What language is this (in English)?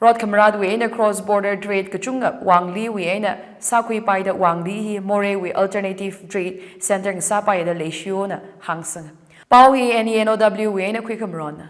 Tangkhul Naga (India)